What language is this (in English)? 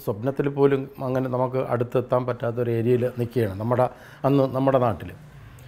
Malayalam